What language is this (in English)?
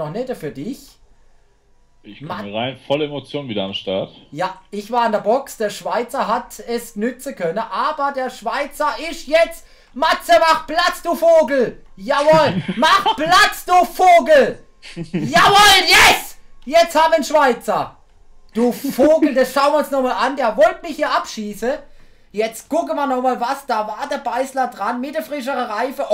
German